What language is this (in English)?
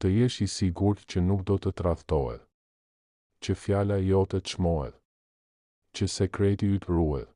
Albanian